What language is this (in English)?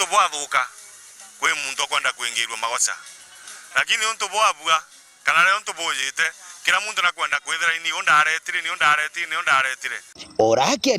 Meru